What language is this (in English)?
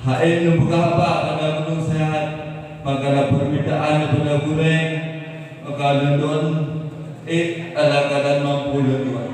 Achinese